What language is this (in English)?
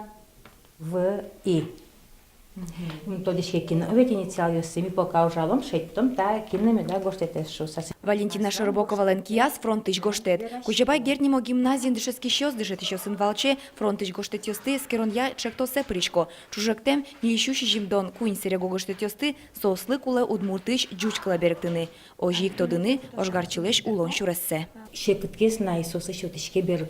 Udmurt